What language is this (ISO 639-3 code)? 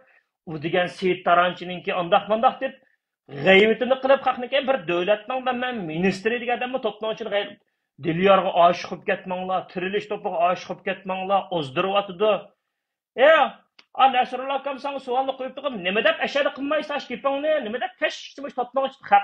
uig